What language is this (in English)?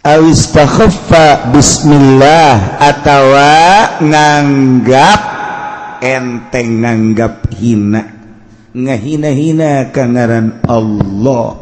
Sundanese